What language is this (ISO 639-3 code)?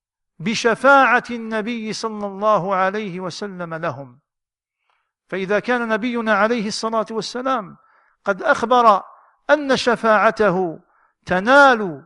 ara